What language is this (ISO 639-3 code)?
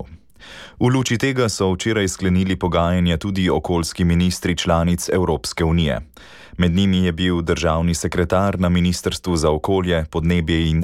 slv